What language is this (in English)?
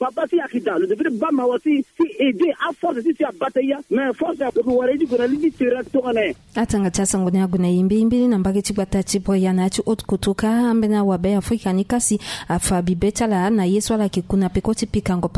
Sango